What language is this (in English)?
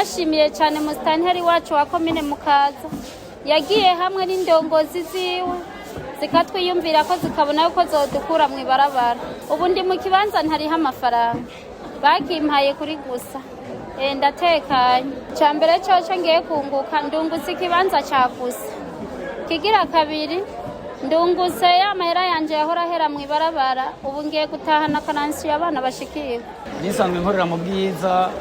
Rundi